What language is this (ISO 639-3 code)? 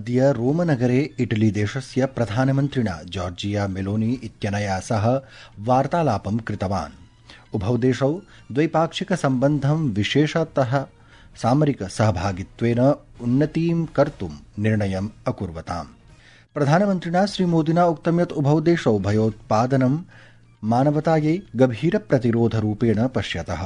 san